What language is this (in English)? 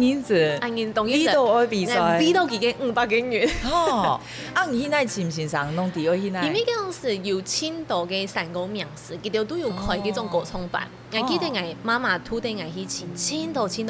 Hakka Chinese